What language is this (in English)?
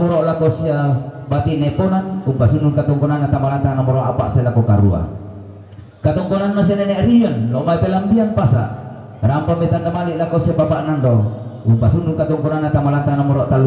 Toraja-Sa'dan